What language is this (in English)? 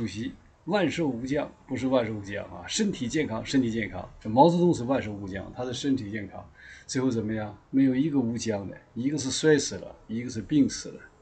Chinese